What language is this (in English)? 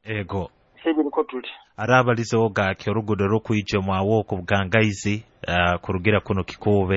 Nyoro